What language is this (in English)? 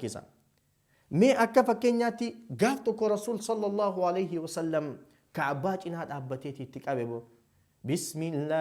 Oromo